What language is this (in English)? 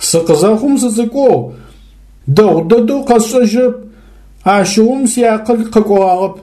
Adyghe